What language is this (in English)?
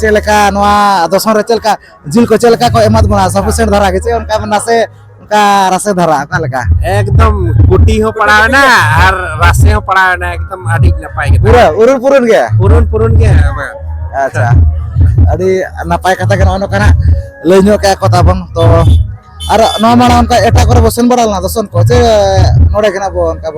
Santali